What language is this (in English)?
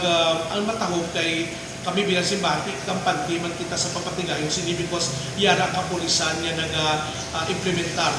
Hiligaynon